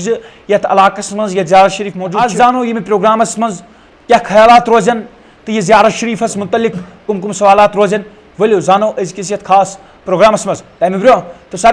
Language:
Kashmiri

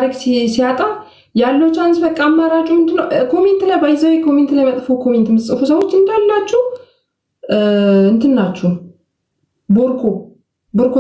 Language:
Amharic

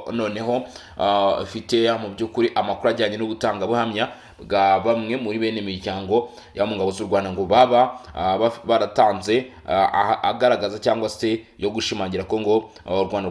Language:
Kinyarwanda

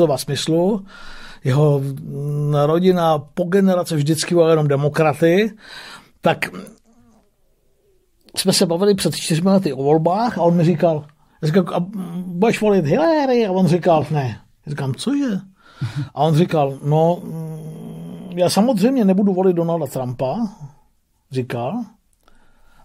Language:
Czech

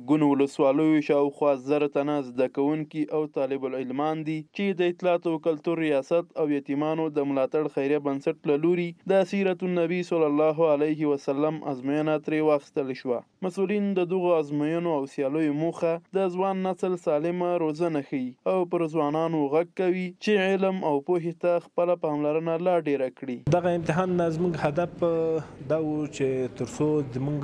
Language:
Pashto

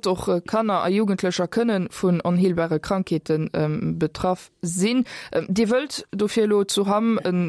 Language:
Luxembourgish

